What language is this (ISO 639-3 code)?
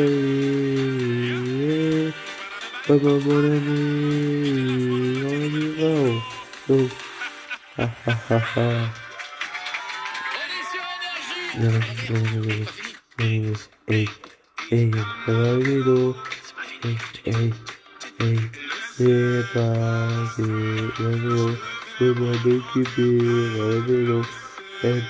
fra